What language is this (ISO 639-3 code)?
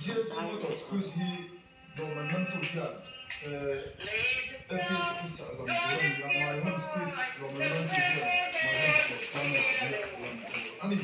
lus